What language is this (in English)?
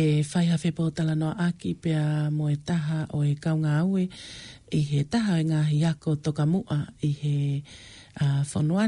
Tongan